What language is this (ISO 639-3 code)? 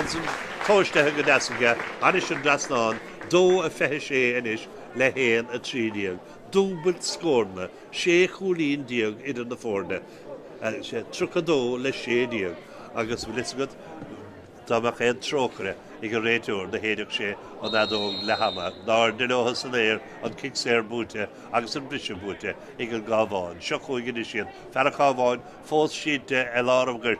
gle